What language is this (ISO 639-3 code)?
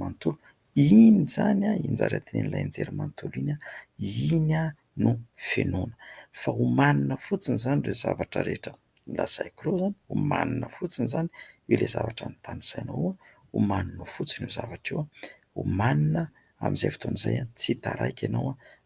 mlg